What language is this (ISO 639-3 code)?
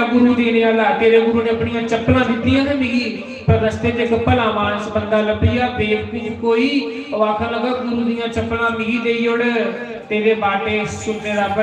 doi